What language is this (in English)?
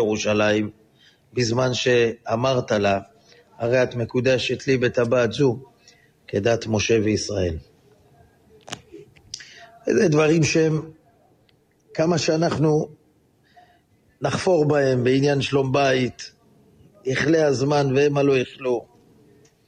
Hebrew